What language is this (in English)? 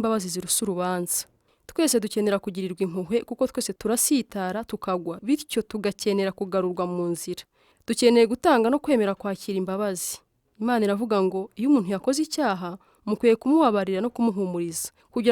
Kinyarwanda